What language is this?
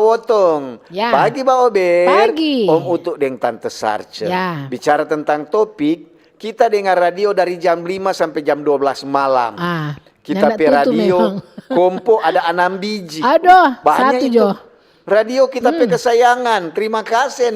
Manado Malay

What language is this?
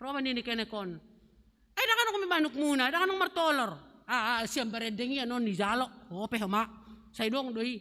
Batak Simalungun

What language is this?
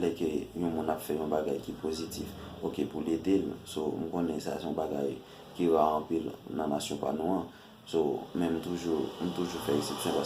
Haitian Creole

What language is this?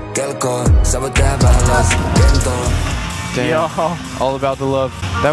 Finnish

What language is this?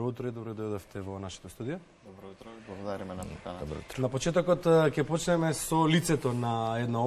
Macedonian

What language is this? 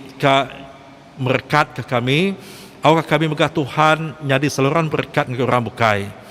Iban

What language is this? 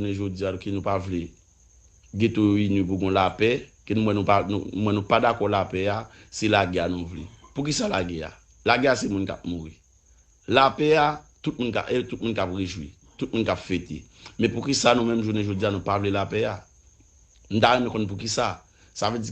Haitian Creole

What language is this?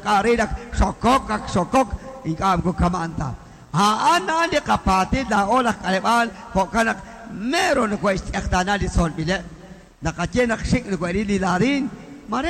Kekchí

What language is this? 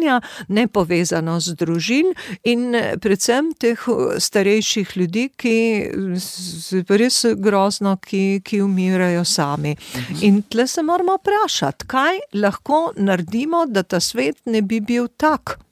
Slovenian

